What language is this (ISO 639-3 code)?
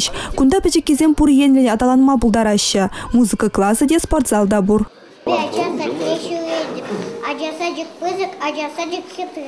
chv